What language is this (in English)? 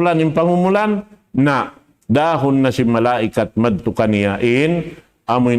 Tausug